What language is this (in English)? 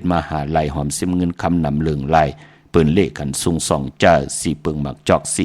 Shan